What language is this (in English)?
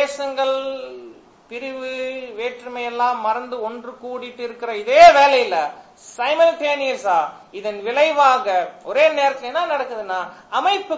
Tamil